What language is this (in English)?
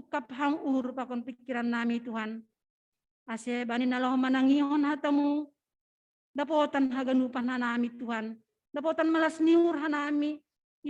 Batak Simalungun